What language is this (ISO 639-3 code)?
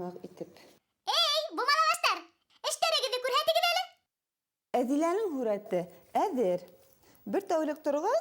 bak